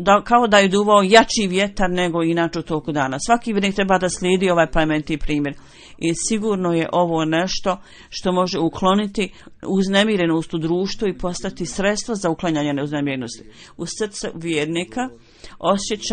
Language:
Bosnian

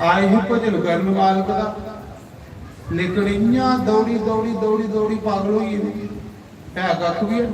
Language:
Dogri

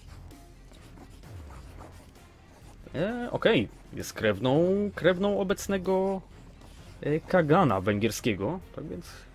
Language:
Polish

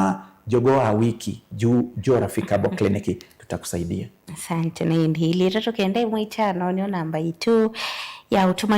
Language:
Kamba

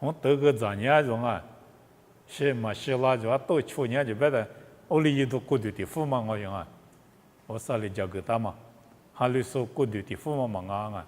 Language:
Lisu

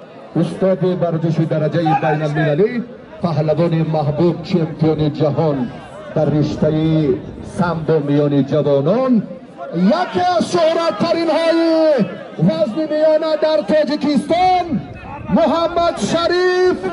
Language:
Tajik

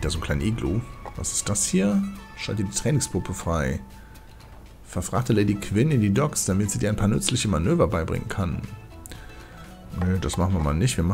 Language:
German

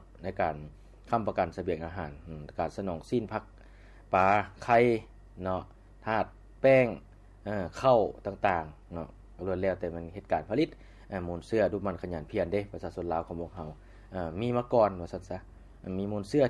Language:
Lao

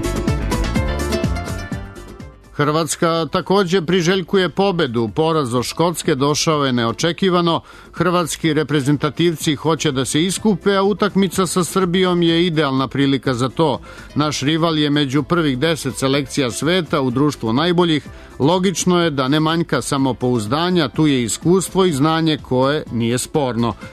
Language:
Serbian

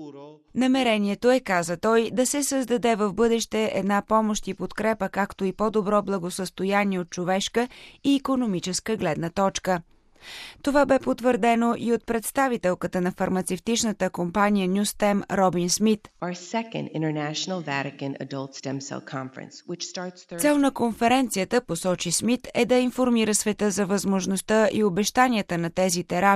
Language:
Bulgarian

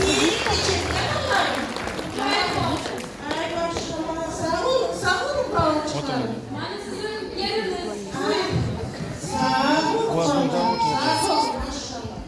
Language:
Crimean Tatar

